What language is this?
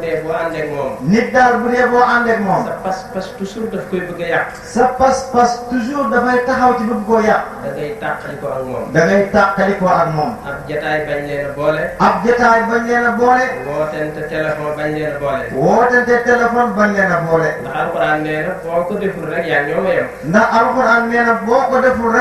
Wolof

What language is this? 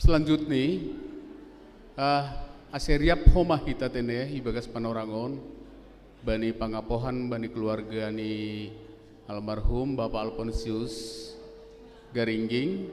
Batak Simalungun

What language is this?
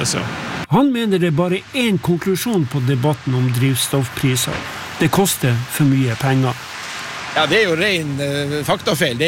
Norwegian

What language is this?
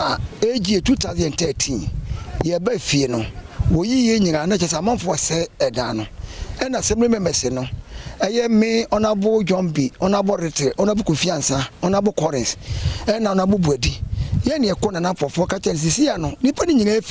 Akan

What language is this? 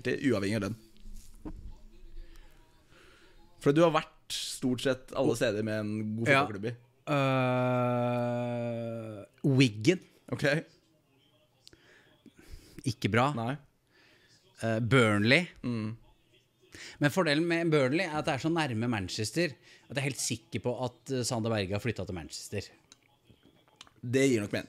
Norwegian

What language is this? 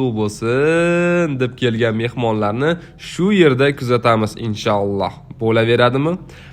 Uzbek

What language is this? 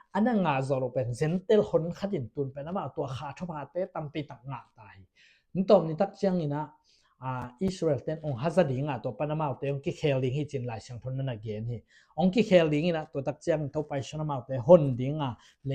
Tedim Chin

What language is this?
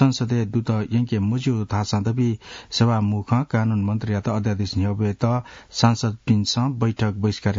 Newari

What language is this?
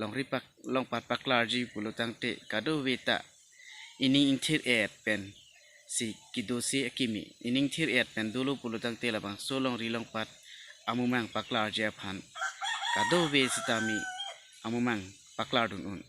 Karbi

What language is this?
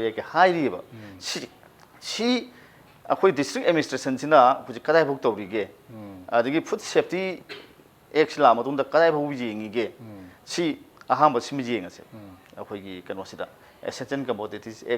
Manipuri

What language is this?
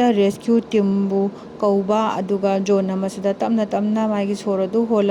Manipuri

